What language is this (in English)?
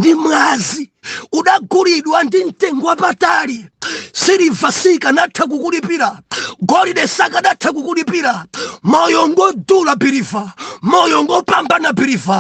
Nyanja